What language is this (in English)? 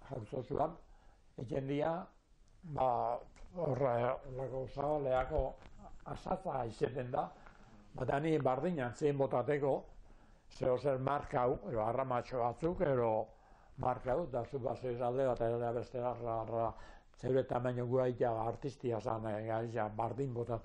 Basque